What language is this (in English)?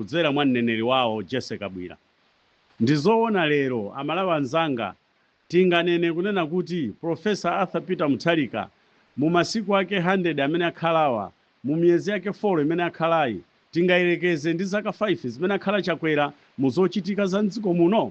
Nyanja